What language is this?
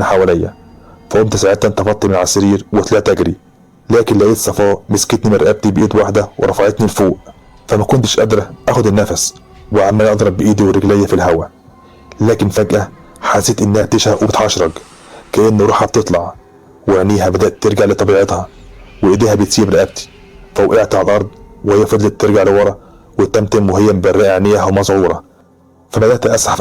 Egyptian Arabic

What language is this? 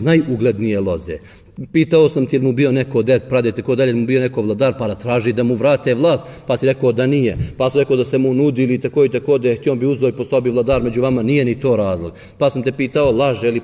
Bosnian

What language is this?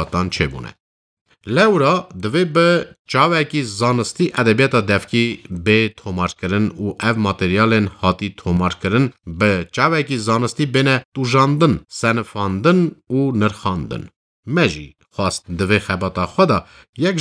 Kurdish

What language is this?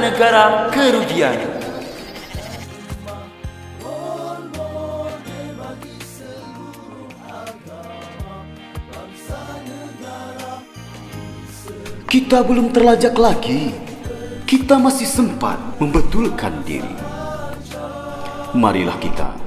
Malay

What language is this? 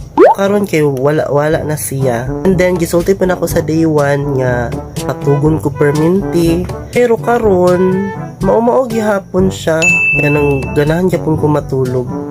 Cebuano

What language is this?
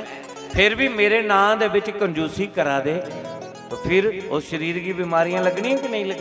Dogri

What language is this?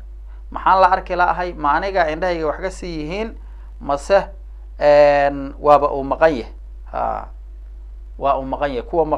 Somali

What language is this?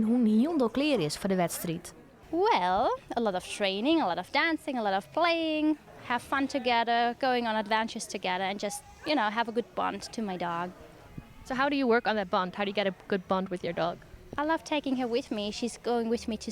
Western Frisian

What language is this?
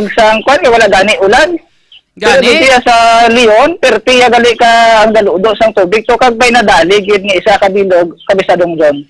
Hiligaynon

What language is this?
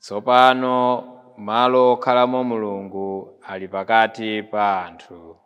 Nyanja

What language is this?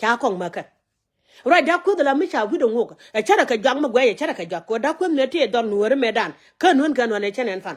Nuer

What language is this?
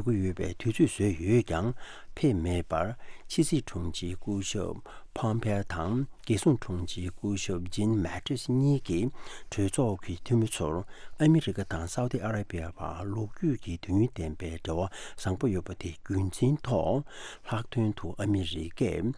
Tibetan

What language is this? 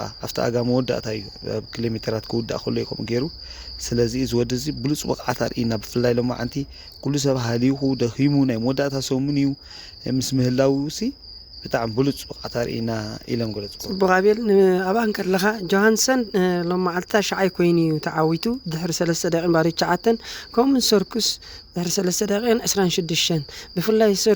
Tigrinya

